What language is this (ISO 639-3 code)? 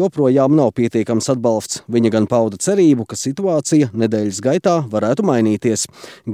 lav